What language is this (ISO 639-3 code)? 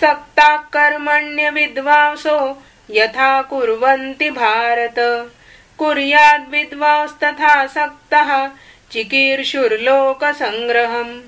san